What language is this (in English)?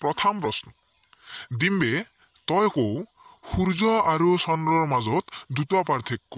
Assamese